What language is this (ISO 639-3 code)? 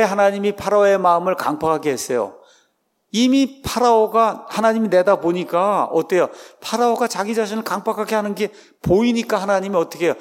kor